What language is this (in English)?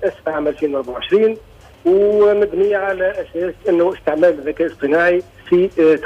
Tunisian Arabic